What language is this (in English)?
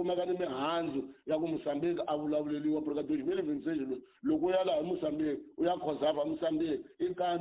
Tsonga